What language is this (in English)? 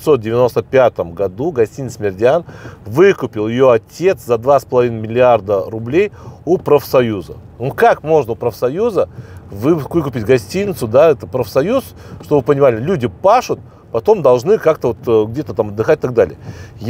Russian